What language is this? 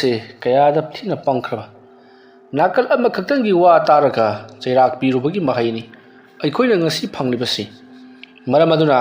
Manipuri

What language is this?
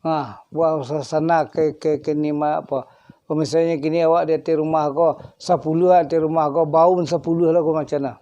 Minangkabau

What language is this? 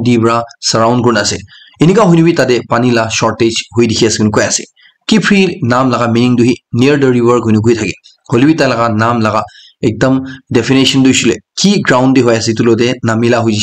Naga Pidgin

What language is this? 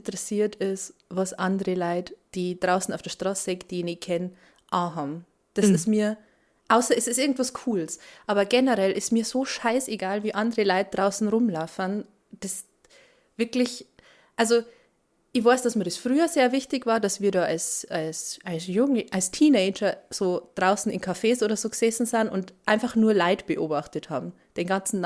Bavarian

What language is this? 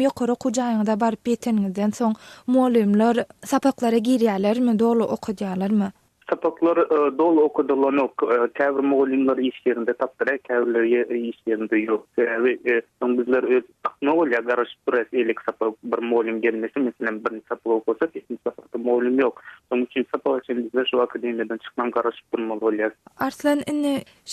Turkmen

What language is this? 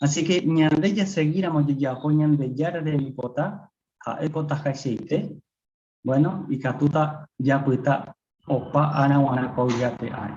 Guarani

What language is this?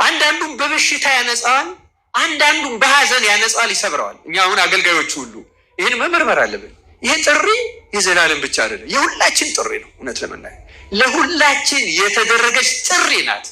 Amharic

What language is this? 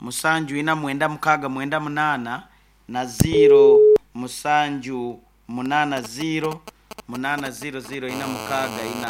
Nyankole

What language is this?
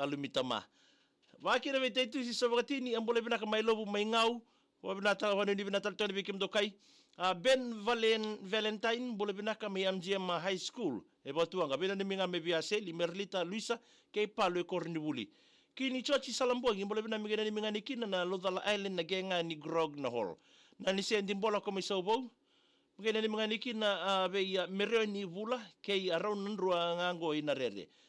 Fijian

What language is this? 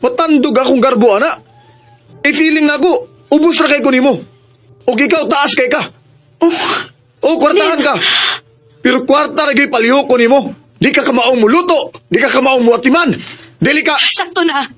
Cebuano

